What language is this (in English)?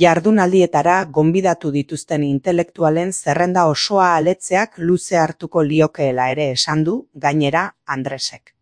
Basque